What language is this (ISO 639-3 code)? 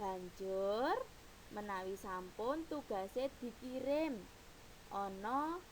jav